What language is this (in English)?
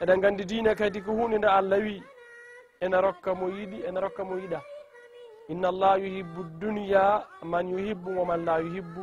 Fula